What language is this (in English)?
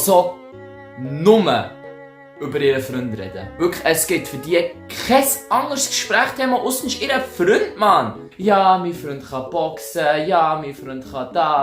Swiss German